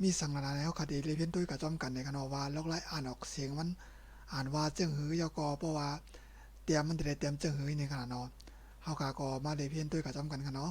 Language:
Shan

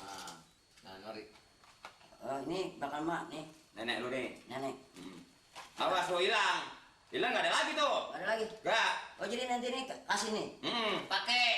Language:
Betawi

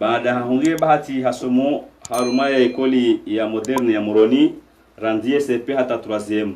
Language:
Ngazidja Comorian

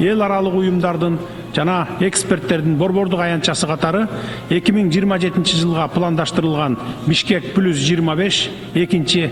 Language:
Kyrgyz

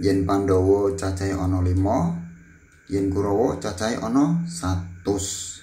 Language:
Javanese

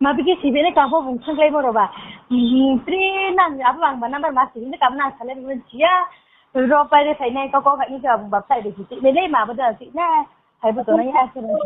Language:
Riang (India)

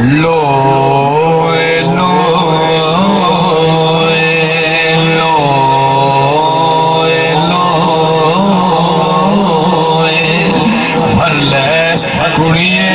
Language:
Saraiki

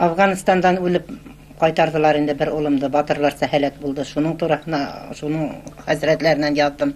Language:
Bashkir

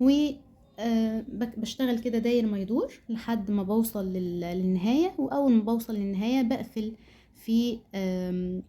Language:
Egyptian Arabic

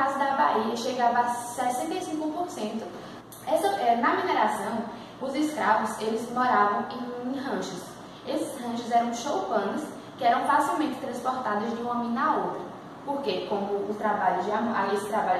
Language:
Portuguese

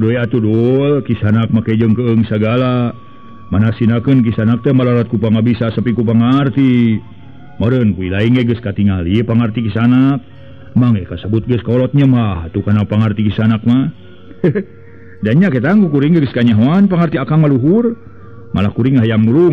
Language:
Sundanese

